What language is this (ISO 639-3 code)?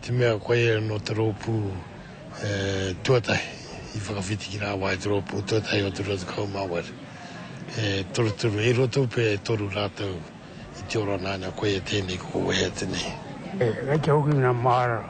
mri